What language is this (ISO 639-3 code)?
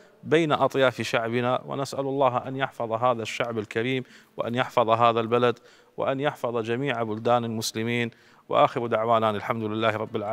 acm